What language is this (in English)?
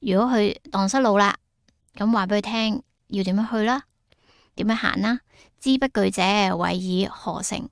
Cantonese